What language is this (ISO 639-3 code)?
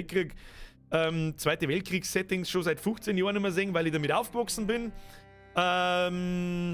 bar